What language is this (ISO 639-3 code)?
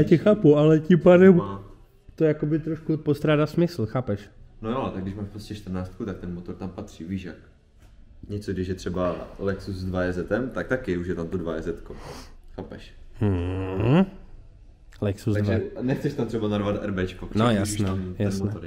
ces